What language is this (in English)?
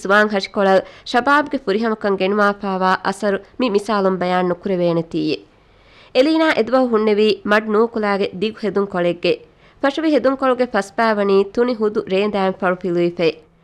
Divehi